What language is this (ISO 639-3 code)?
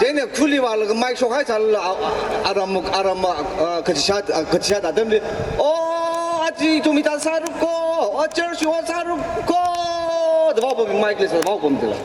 nmf